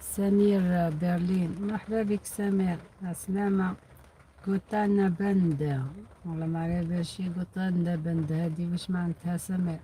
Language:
Algerian Arabic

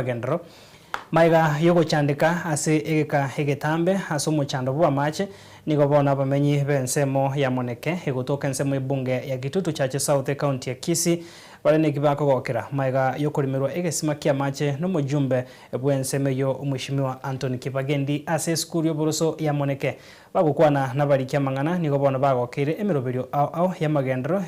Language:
Gusii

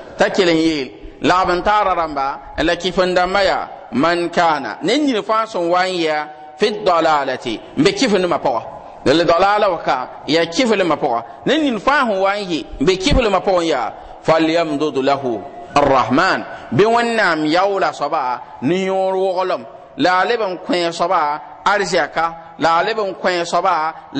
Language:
Mossi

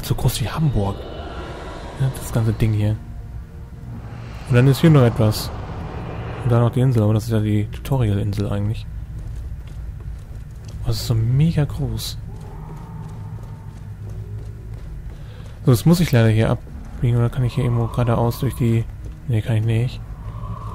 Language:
German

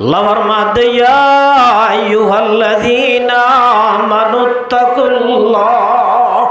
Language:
Rohingya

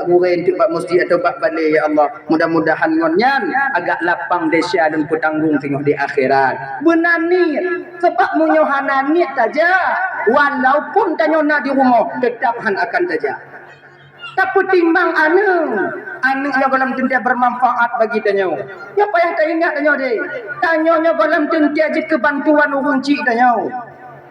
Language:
Achinese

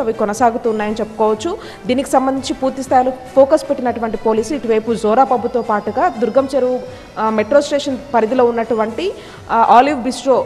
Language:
Telugu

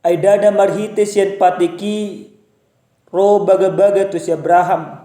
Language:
Batak Toba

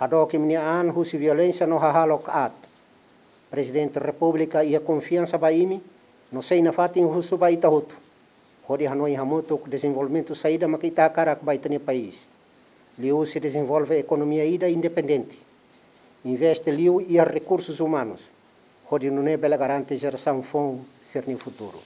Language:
Tetum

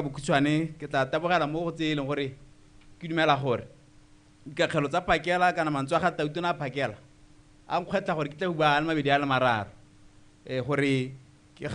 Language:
Tswana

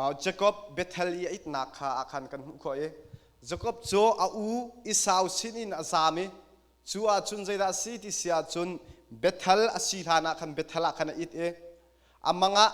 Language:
Hakha Chin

